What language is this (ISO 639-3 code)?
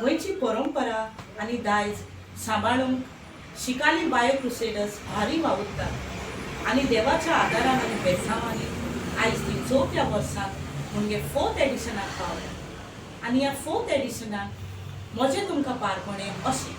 kok